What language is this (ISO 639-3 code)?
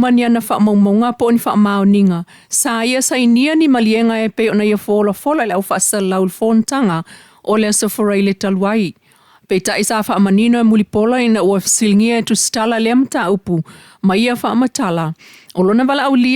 smo